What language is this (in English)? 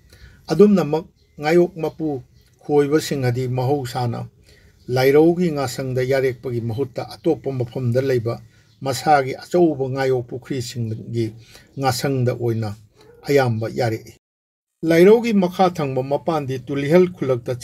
Manipuri